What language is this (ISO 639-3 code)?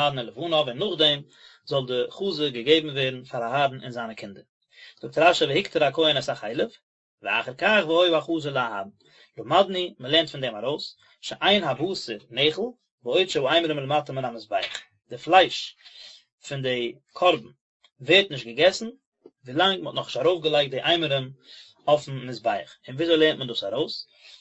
yid